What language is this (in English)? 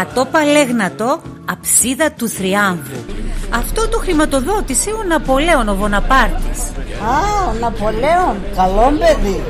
Pontic